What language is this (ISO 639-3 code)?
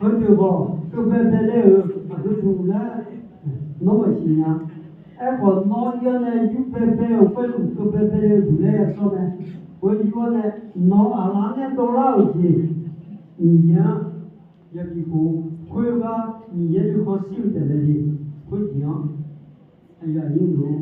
ahk